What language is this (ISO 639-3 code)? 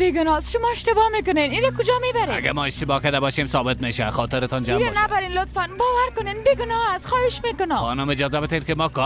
fas